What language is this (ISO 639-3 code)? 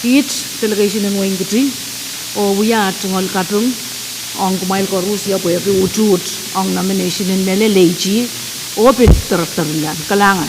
pon